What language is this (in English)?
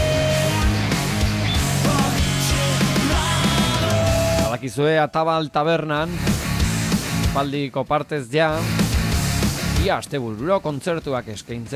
Basque